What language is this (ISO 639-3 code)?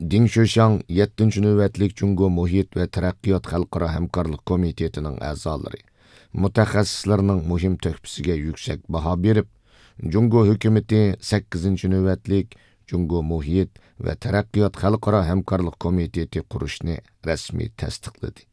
uig